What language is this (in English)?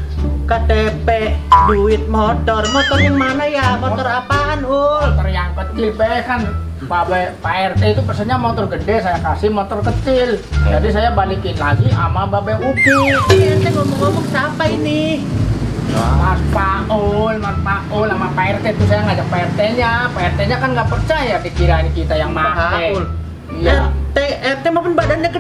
Betawi